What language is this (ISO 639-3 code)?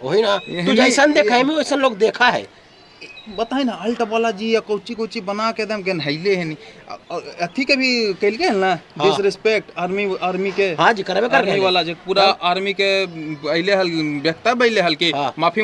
mag